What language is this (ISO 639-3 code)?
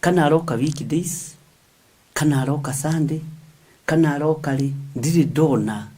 kik